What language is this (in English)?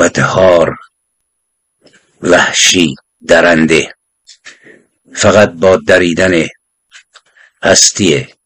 Persian